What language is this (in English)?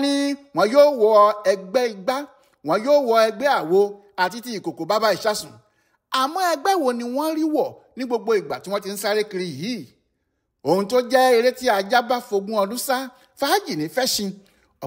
Yoruba